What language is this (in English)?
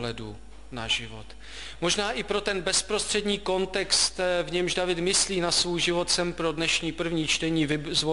Czech